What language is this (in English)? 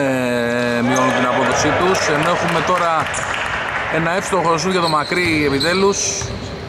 Greek